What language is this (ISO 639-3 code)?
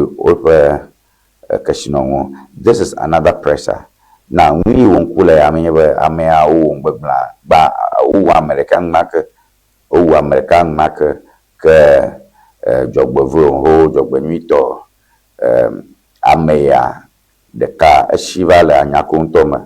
ewe